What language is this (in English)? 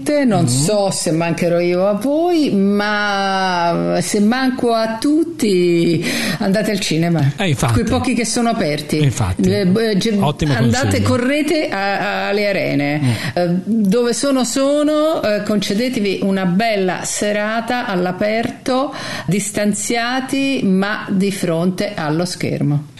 Italian